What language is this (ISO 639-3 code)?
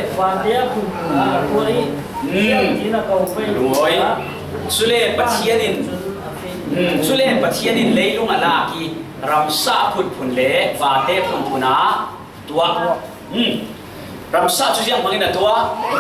cfm